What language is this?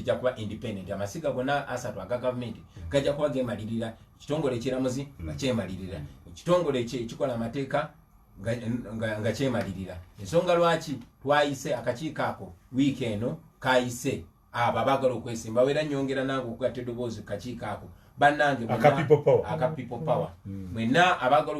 Ganda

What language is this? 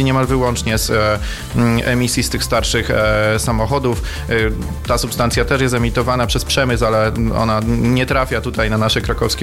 Polish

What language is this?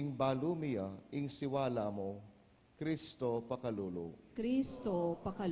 Pampanga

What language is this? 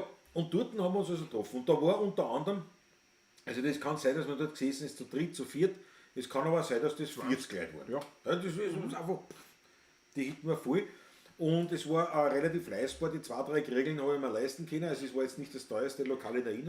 Bavarian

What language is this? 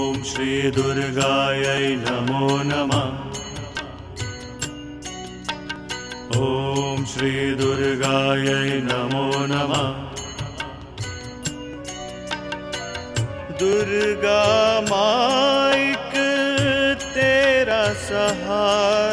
Hindi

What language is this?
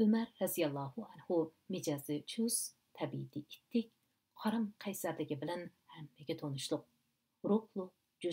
Uyghur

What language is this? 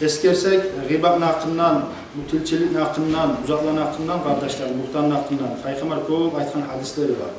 Kumyk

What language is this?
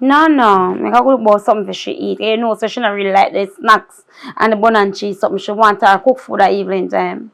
Jamaican Creole English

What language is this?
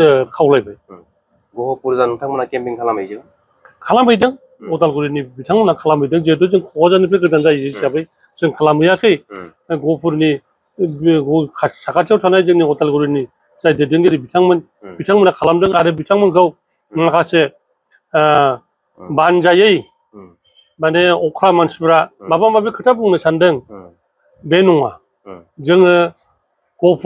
Bodo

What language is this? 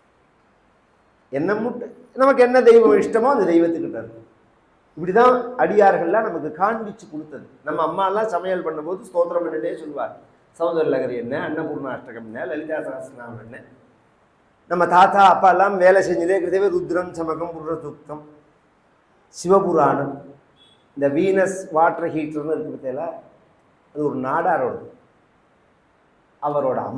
Tamil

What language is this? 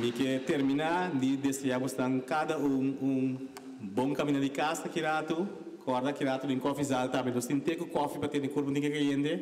Papiamento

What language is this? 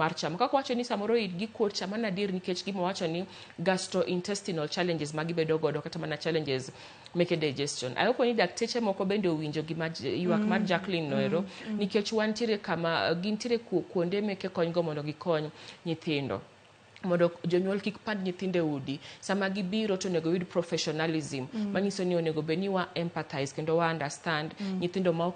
Luo (Kenya and Tanzania)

